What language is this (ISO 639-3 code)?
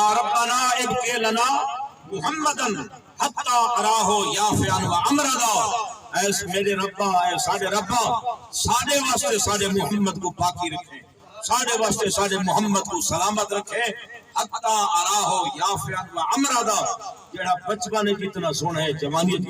skr